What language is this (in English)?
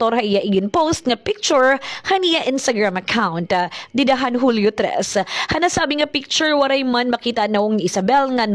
Waray